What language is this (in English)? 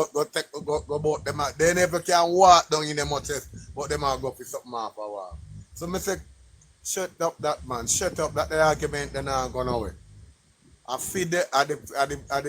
Jamaican Creole English